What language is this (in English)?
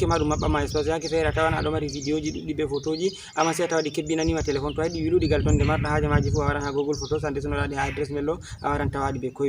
Fula